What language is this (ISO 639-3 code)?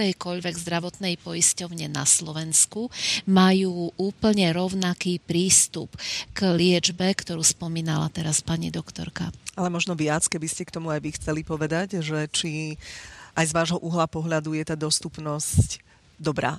slk